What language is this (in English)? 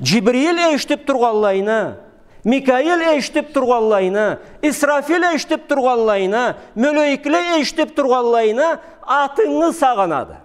Karachay-Balkar